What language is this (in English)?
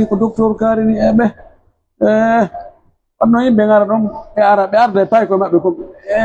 Pular